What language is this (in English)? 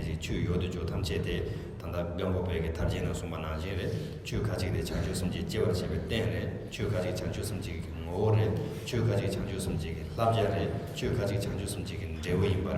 Tibetan